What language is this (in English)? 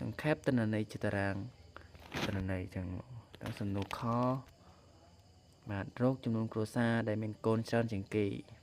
Khmer